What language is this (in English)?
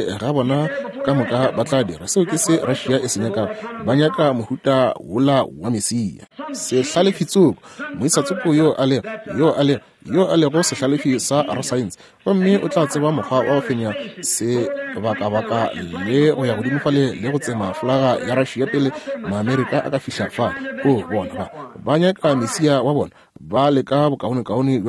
Northern Sotho